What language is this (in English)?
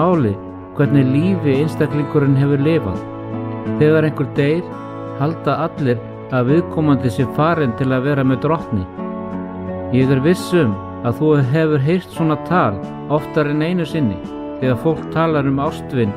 Icelandic